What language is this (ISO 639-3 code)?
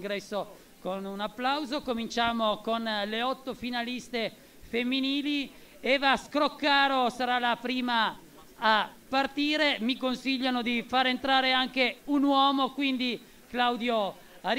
ita